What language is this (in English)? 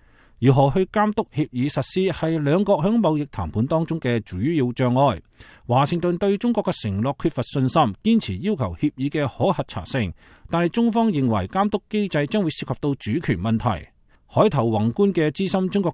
Cantonese